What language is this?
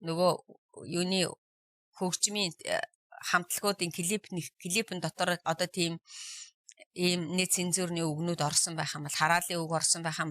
Mongolian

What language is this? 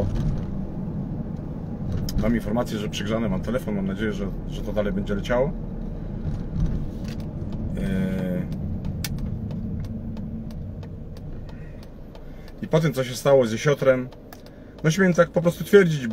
Polish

